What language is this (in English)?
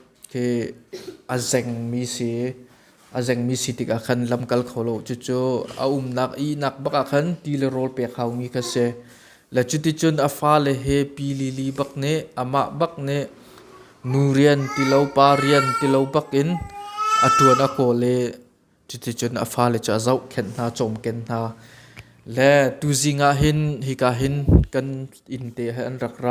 Hakha Chin